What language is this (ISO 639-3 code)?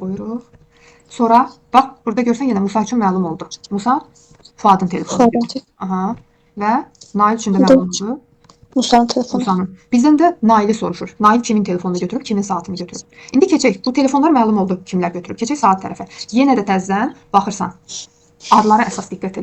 aze